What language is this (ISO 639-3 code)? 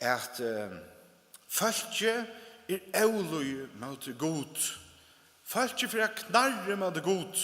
fao